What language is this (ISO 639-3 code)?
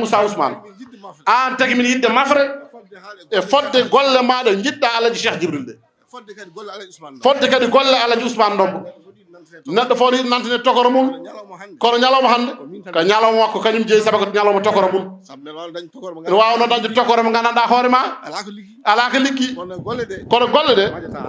ful